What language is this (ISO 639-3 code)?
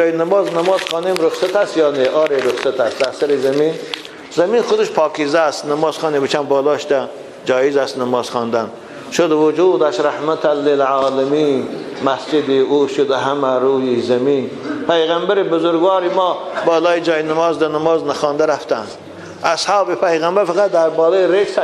tgk